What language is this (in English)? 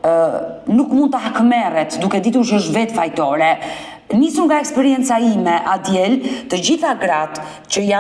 Albanian